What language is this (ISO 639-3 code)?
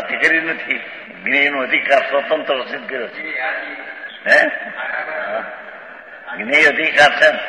guj